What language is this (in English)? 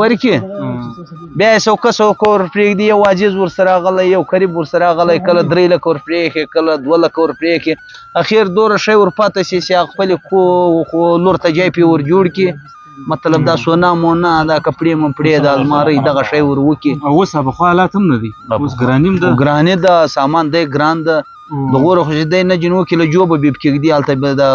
Pashto